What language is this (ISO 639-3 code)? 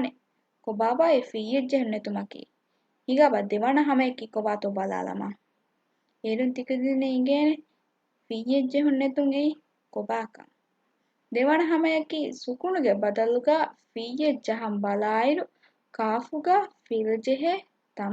div